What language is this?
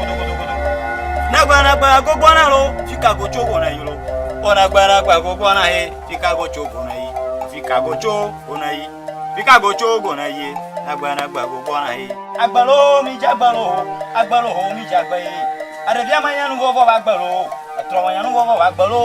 Ewe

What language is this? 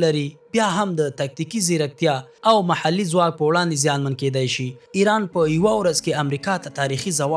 Pashto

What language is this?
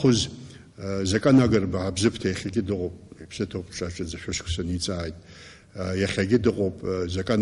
Abkhazian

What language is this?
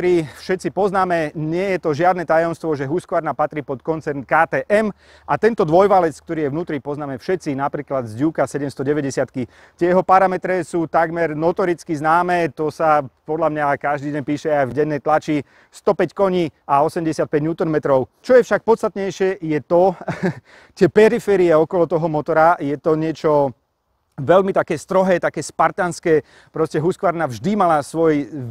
Slovak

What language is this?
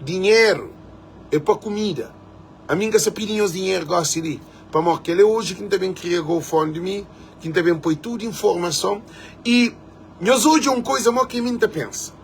Kabuverdianu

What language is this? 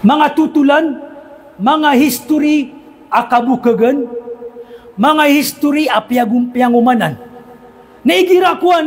Maranao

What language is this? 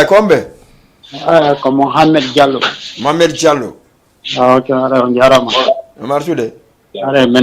Fula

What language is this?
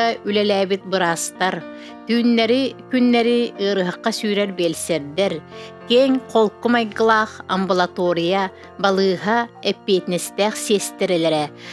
Yakut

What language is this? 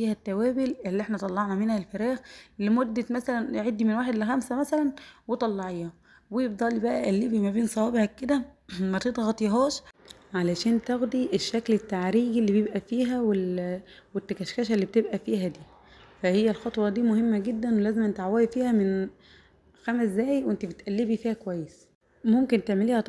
Egyptian Arabic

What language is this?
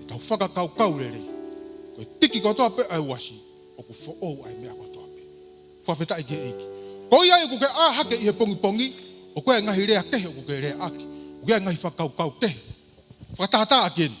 Tongan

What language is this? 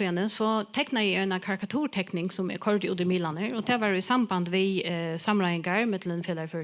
Faroese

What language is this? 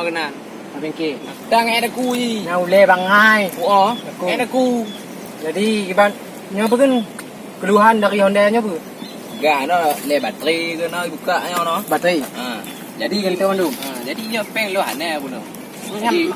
Achinese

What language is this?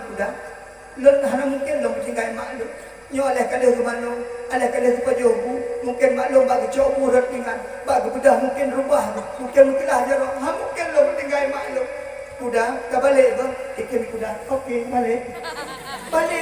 Achinese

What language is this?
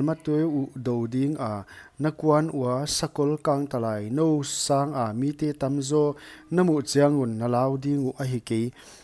Paite Chin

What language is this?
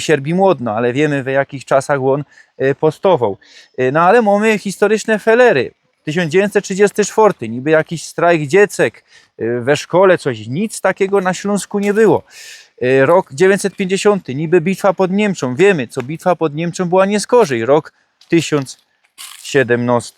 Silesian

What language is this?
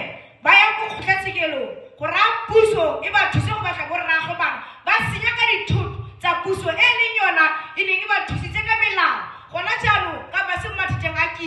Tswana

